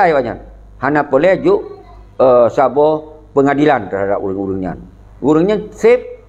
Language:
Achinese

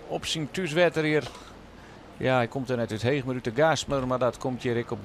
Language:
Western Frisian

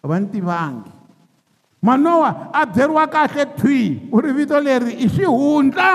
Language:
Tsonga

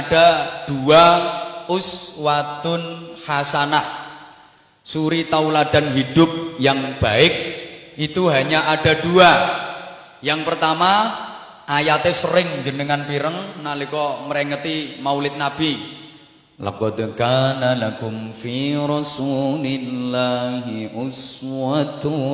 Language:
Javanese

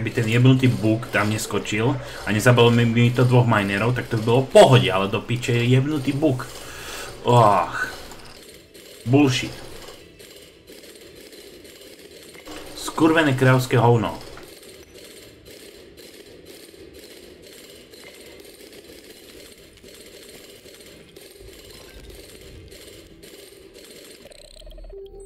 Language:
Slovak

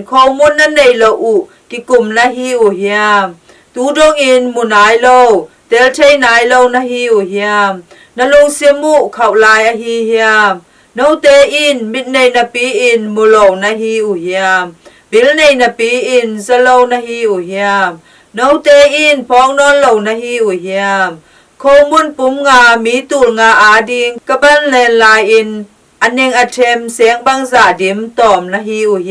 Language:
Tedim Chin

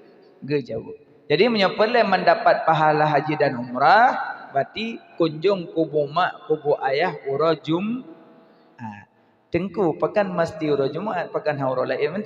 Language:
Achinese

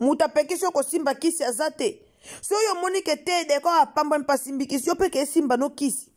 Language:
Lingala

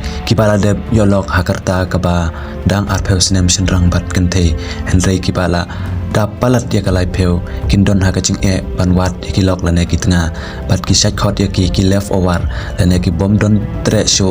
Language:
Khasi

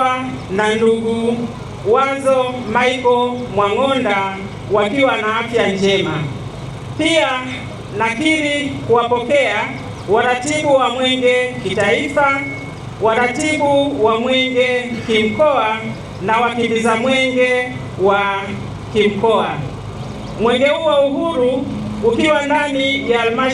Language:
Swahili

